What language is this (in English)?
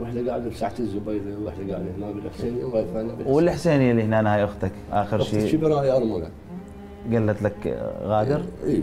Mesopotamian Arabic